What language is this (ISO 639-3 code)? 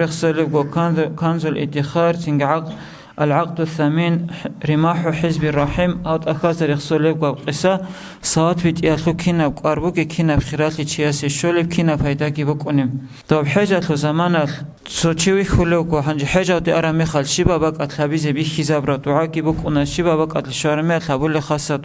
ava